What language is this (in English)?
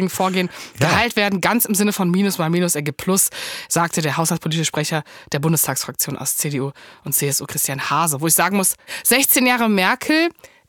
German